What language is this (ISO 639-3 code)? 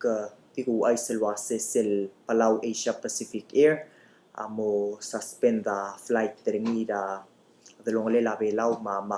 pau